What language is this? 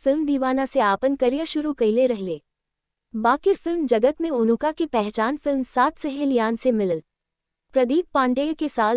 Bhojpuri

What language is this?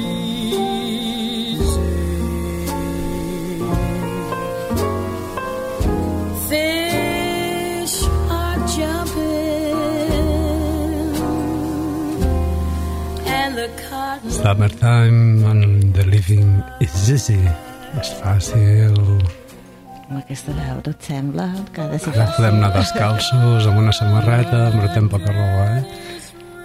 Catalan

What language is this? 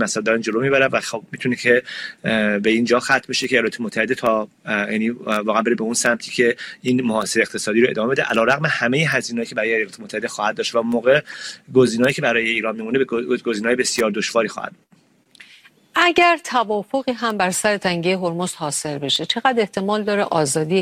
Persian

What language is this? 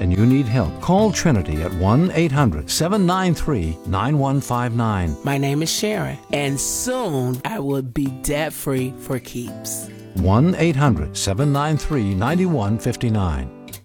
English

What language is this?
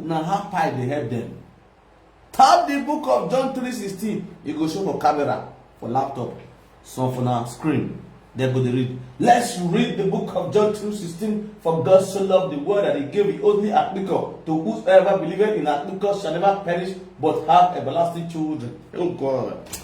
Nigerian Pidgin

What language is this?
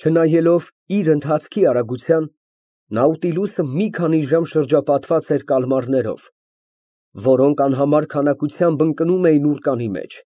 Armenian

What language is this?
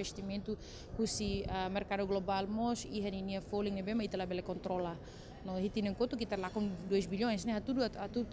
Tetum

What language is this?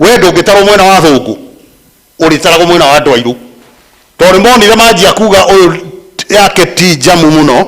Kikuyu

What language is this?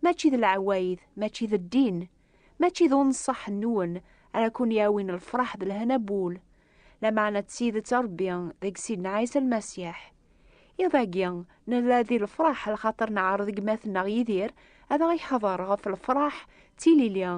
Kabyle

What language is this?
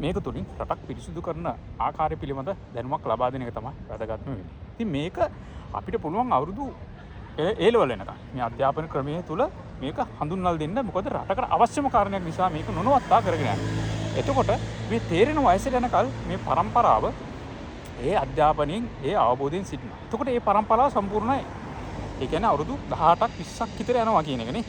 Sinhala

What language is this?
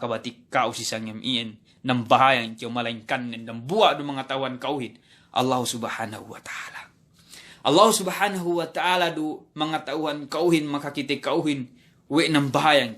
Yakan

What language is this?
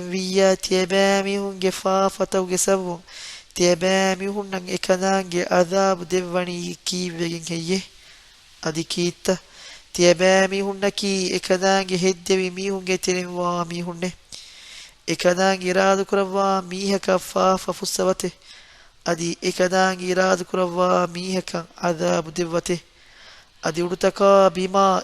Divehi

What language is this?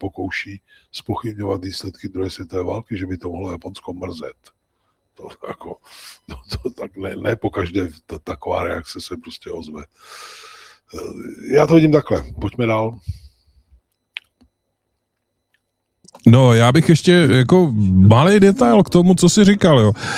Czech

